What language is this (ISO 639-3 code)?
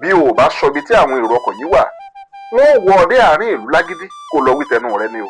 yor